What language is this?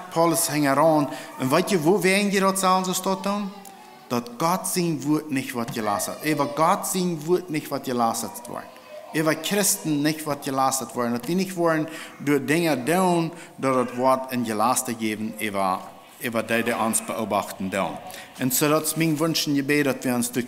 Plautdietsch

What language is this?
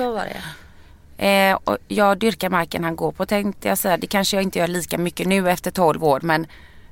Swedish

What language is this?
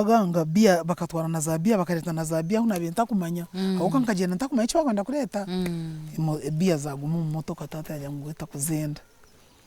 Nyankole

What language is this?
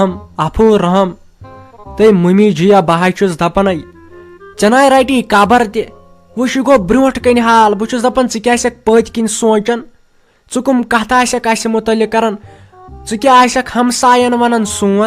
Kashmiri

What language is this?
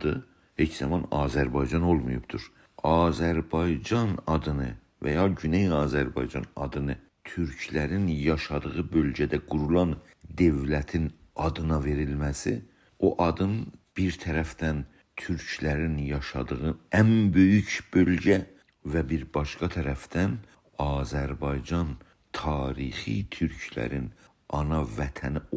South Azerbaijani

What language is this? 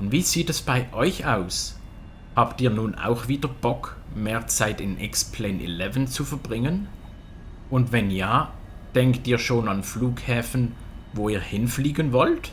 Swiss German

